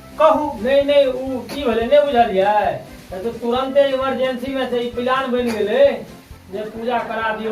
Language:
Maithili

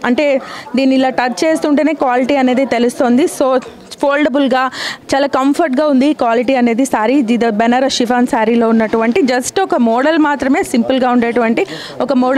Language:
Telugu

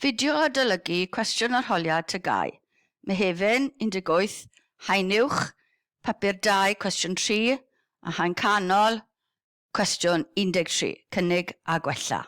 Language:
Welsh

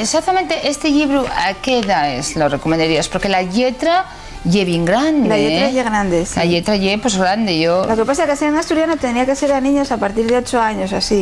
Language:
Asturian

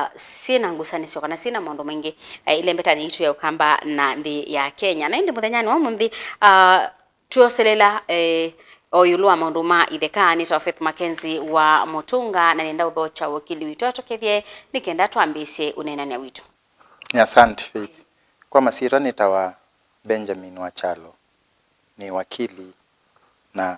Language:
Kamba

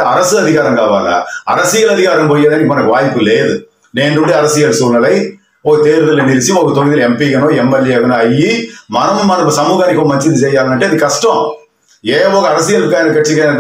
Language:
Telugu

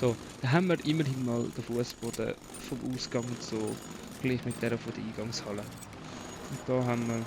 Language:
Swiss German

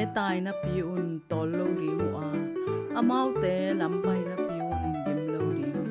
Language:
Tedim Chin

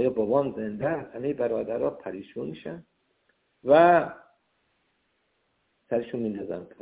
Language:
Persian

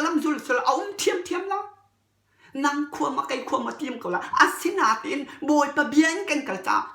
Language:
Hakha Chin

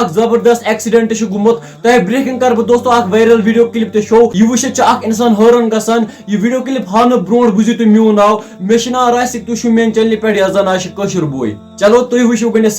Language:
Kashmiri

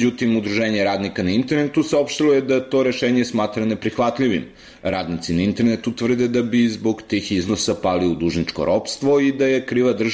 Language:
Serbian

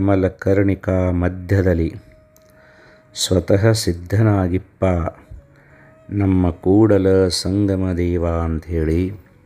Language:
Kannada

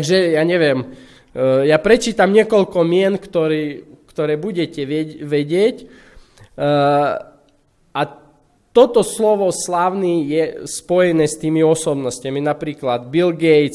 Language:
Slovak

